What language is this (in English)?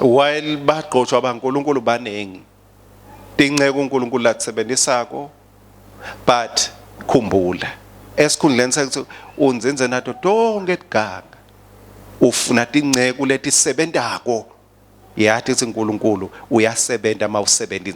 Swati